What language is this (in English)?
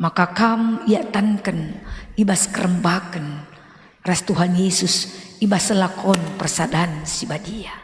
Batak Karo